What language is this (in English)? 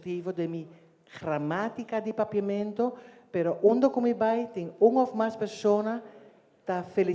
Papiamento